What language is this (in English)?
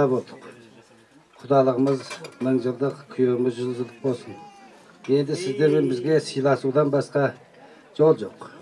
Kazakh